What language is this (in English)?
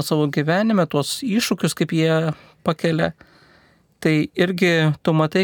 Lithuanian